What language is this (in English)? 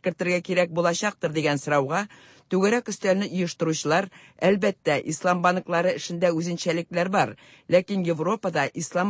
Tatar